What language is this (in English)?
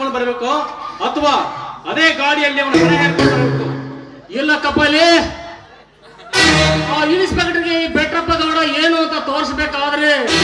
Kannada